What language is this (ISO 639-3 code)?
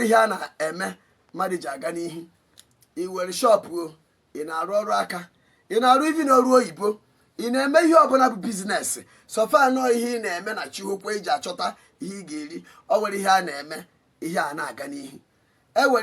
ibo